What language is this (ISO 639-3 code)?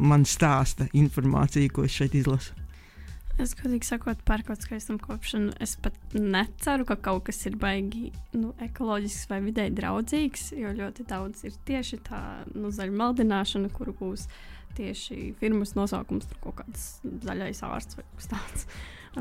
lav